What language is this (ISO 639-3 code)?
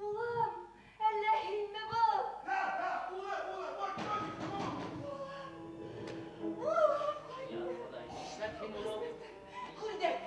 bak